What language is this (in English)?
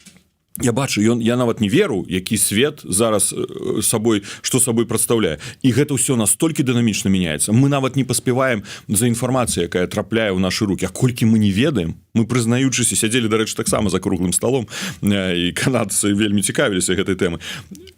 Belarusian